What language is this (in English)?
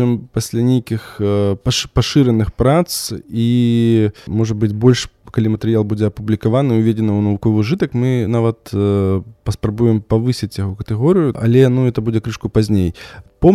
Belarusian